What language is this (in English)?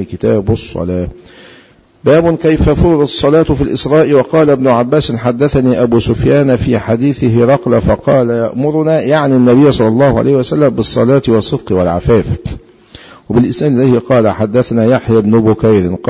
Arabic